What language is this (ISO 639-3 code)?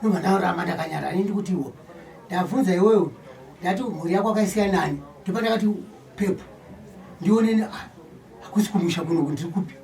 sna